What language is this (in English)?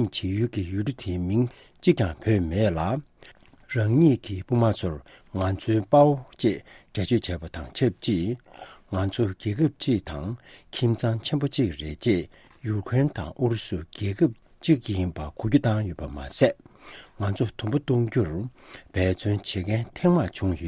Tibetan